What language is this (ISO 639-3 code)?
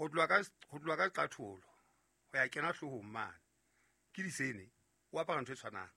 sot